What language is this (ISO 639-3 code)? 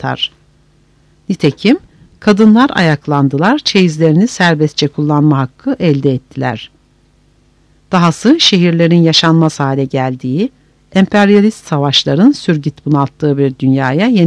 tur